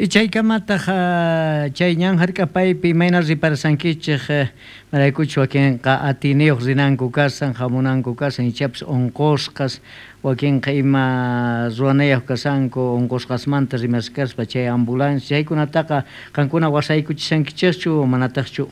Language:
South Bolivian Quechua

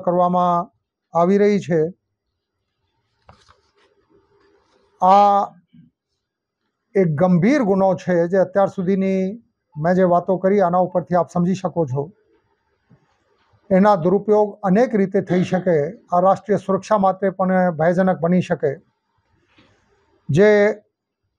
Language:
Gujarati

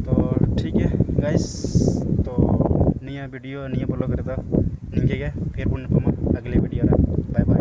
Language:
Santali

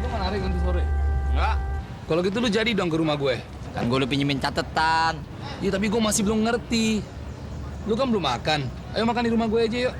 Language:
Betawi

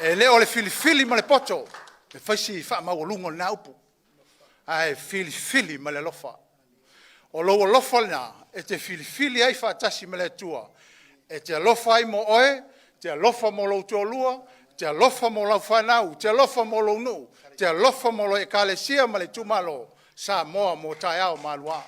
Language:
Samoan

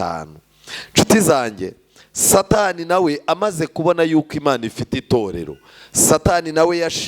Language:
Kinyarwanda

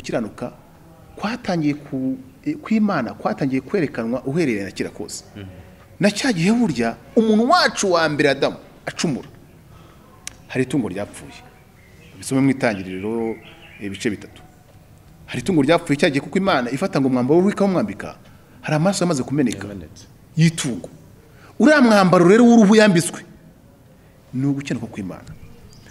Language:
Kinyarwanda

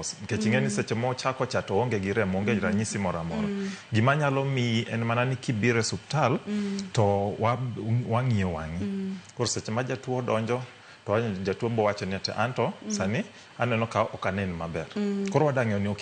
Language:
Luo (Kenya and Tanzania)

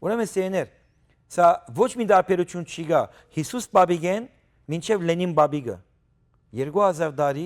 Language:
Western Armenian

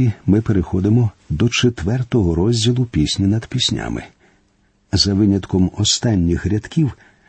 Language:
Ukrainian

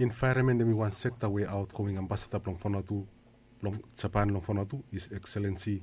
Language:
Bislama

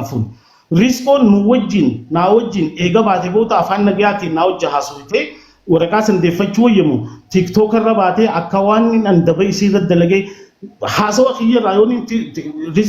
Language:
Oromo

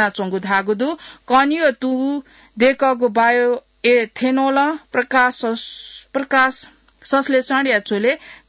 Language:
Newari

